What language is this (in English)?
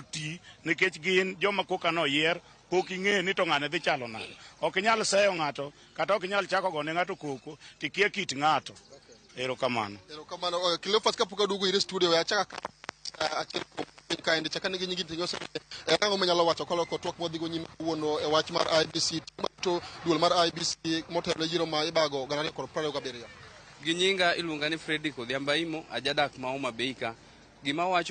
Luo (Kenya and Tanzania)